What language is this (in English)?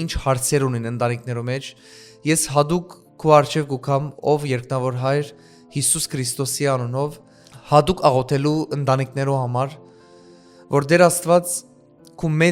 Western Armenian